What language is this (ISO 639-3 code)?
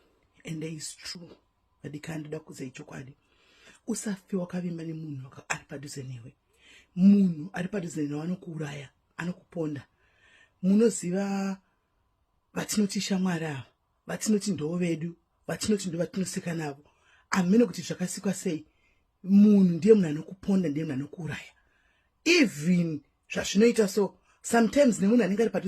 sna